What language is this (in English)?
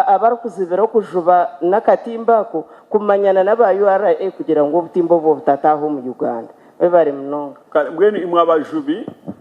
Nyankole